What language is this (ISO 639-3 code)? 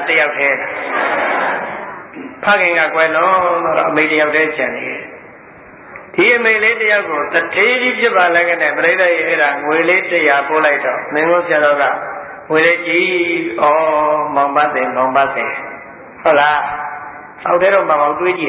mya